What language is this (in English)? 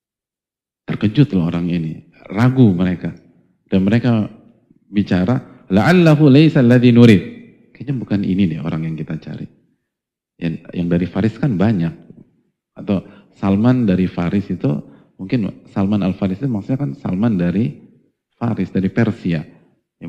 Indonesian